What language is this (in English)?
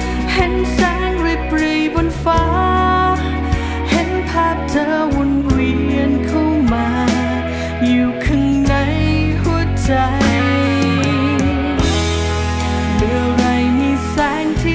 Thai